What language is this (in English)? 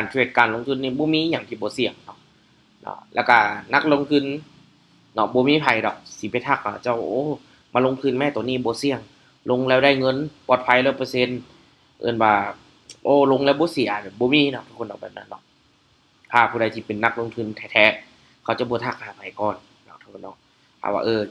Lao